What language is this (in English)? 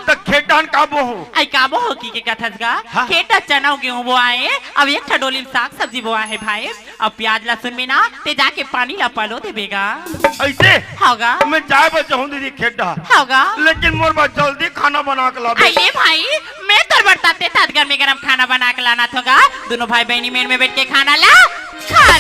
Chhattisgarhi